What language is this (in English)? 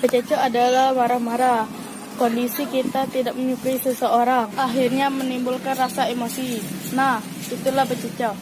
Musi